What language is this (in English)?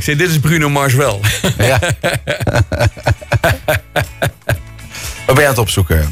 Dutch